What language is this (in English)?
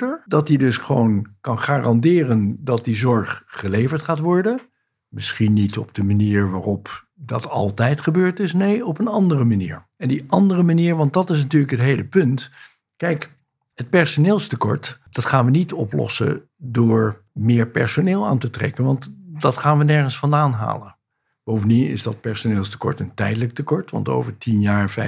Dutch